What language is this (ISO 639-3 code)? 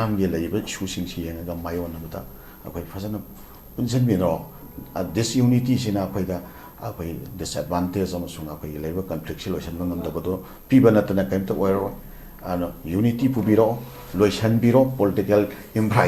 mni